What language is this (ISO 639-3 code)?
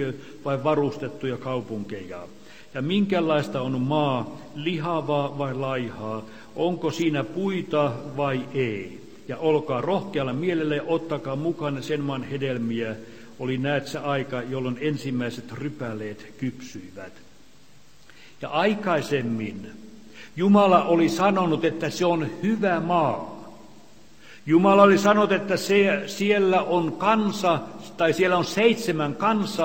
fin